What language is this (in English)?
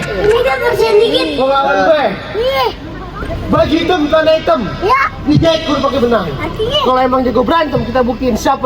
Betawi